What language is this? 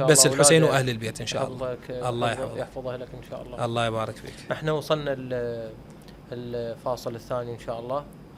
Mesopotamian Arabic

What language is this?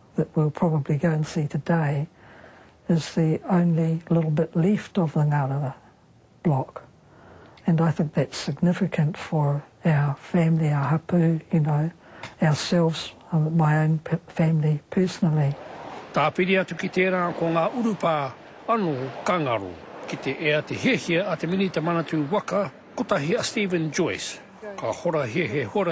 Māori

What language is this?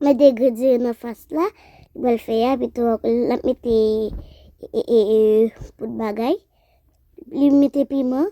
Haitian Creole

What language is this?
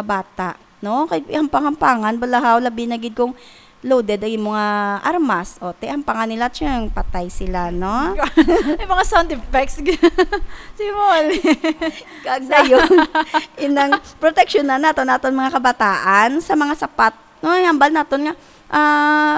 Hiligaynon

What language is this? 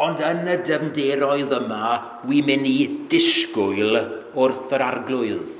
Welsh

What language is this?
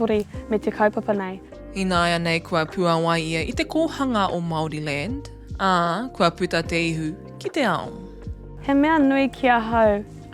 Māori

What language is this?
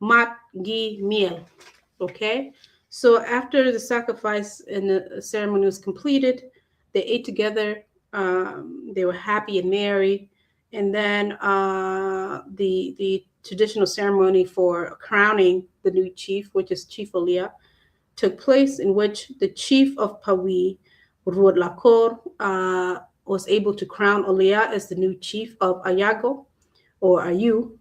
Acoli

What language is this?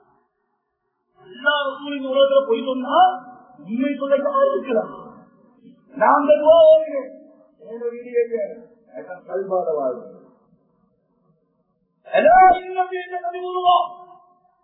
Tamil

